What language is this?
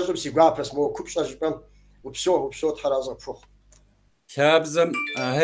Kabardian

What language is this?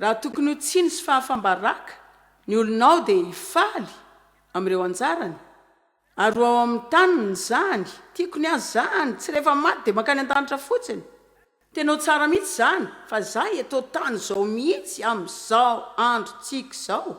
Malagasy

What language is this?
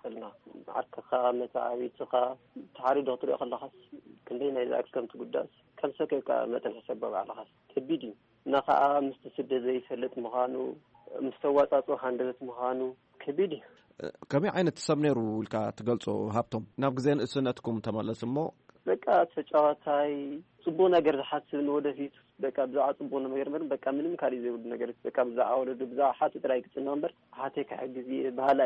Tigrinya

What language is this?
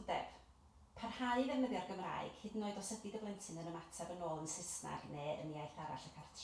Welsh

